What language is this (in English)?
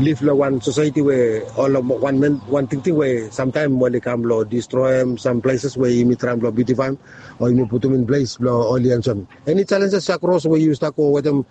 Bislama